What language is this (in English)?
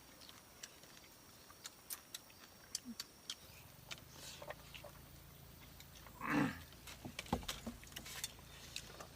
S'gaw Karen